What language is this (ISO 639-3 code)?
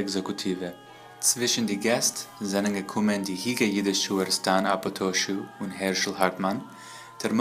yid